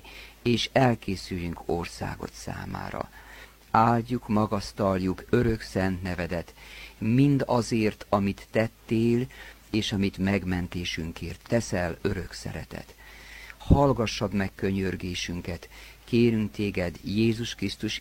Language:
Hungarian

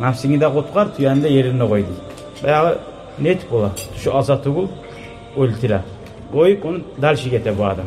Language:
Kumyk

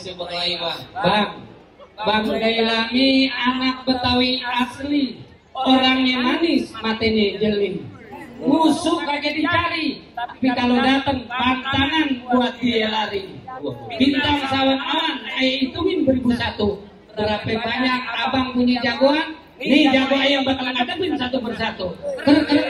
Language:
Betawi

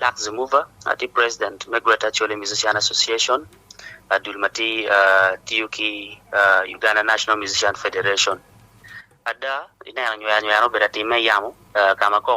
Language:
Acoli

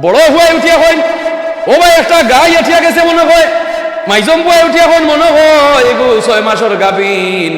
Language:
Sylheti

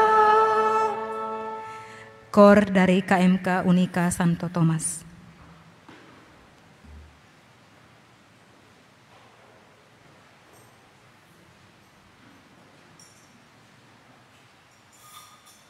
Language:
Indonesian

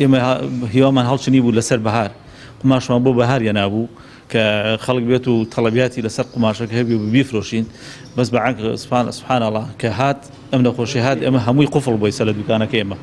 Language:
Central Kurdish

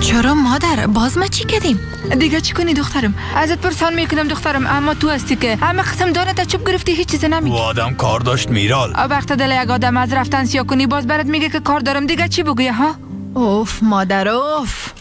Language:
Persian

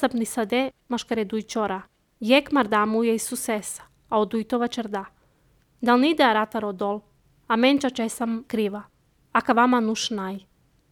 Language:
Slovenian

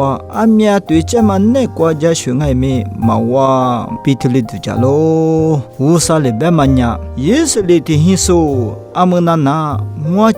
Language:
Lisu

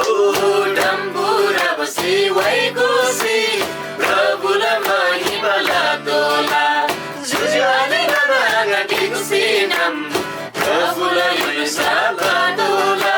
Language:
Eastern Tamang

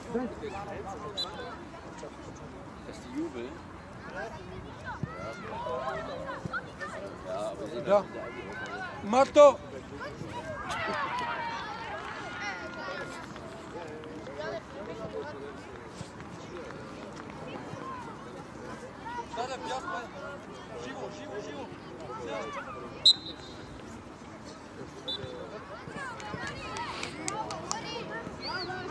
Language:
Bulgarian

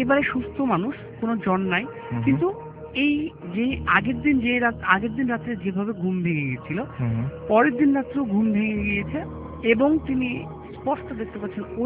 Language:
Bangla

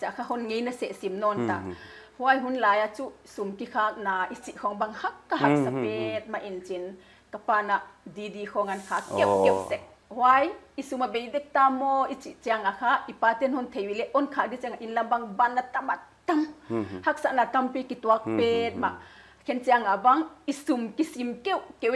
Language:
Paite Chin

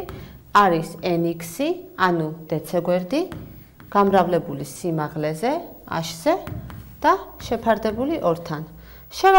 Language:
Georgian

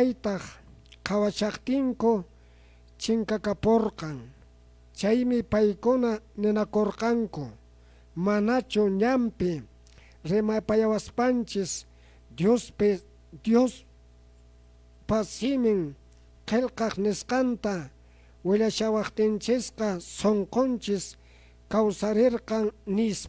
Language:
Quechua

